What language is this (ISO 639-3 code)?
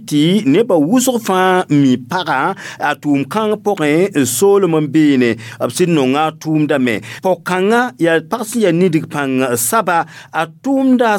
mos